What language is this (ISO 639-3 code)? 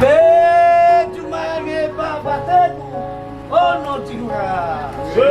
nia